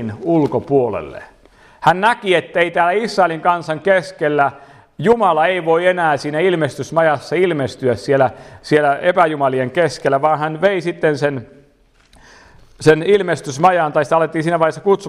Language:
Finnish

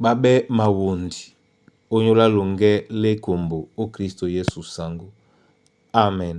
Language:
Duala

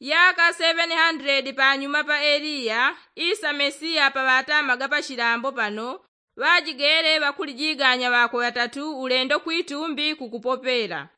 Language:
Yao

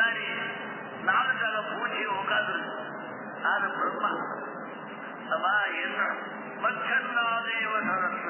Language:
Tamil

